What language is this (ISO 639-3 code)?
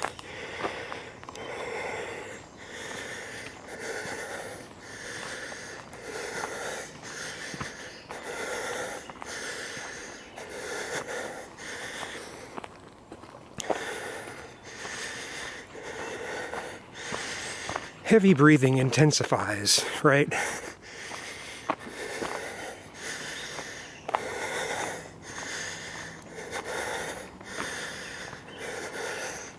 eng